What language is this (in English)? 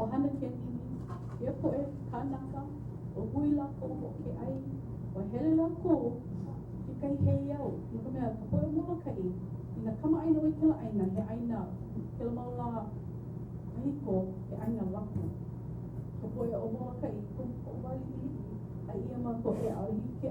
Hawaiian